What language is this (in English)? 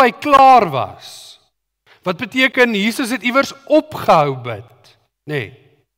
Afrikaans